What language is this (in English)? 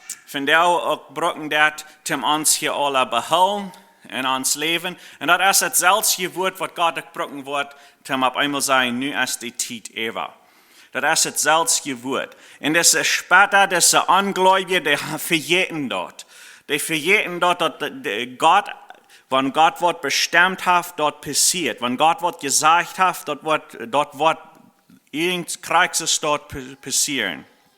Plautdietsch